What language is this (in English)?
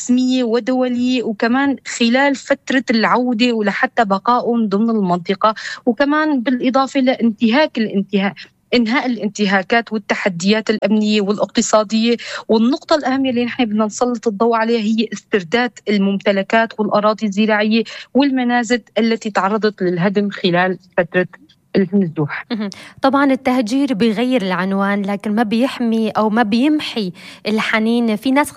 North Levantine Arabic